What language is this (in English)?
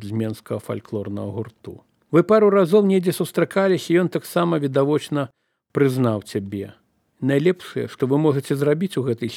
Belarusian